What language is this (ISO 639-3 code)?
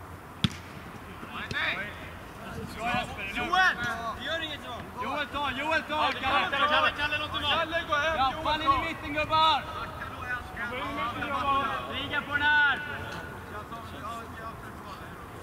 swe